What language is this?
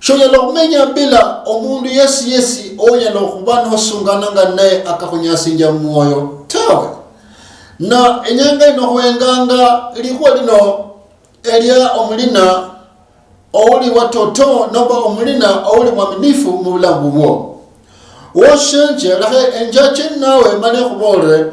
Luyia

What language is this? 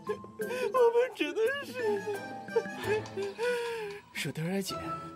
Chinese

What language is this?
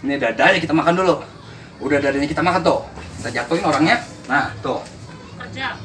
Betawi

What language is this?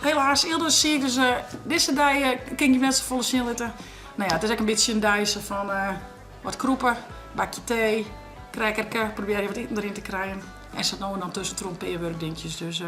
Western Frisian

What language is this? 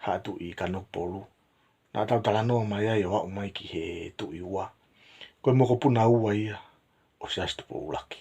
Tongan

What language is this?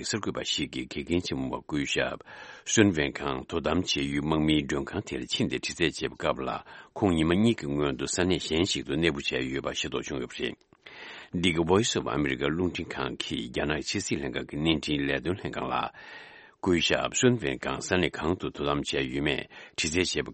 Tibetan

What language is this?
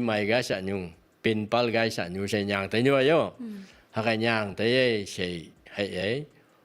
Phom Naga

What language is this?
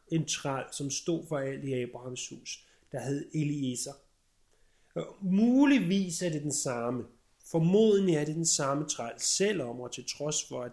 Danish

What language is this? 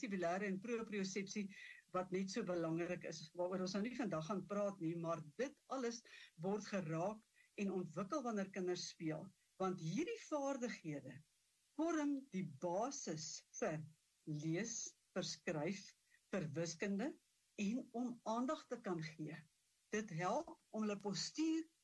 Afrikaans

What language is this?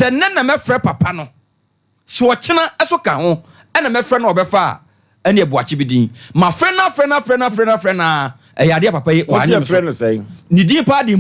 Akan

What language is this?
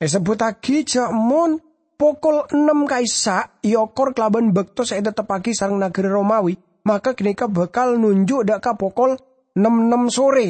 Madurese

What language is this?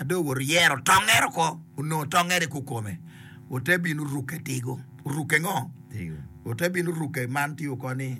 Acoli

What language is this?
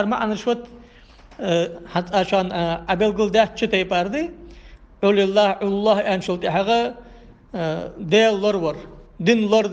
Ingush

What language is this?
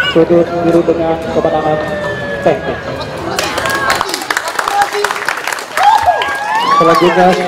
Indonesian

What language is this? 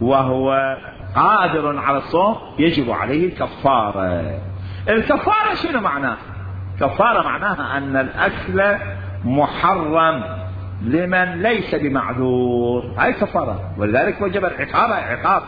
Mesopotamian Arabic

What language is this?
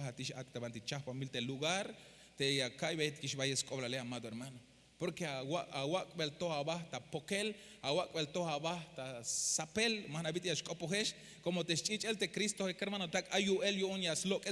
Tzeltal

